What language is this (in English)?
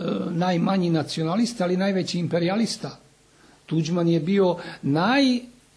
Serbian